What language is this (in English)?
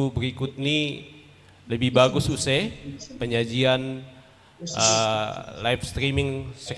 Batak Simalungun